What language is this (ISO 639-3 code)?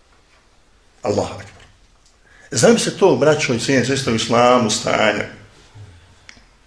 bos